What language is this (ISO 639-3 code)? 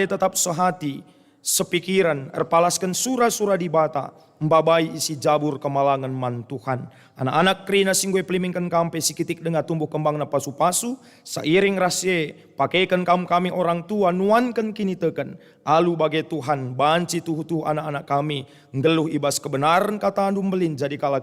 btx